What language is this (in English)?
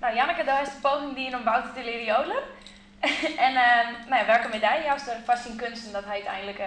Western Frisian